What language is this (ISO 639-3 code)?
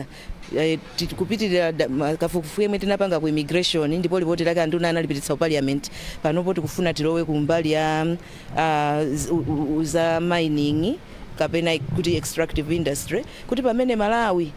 nya